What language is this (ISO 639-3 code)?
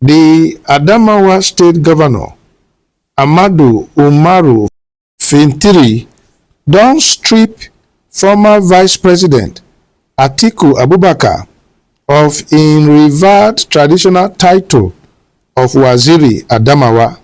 pcm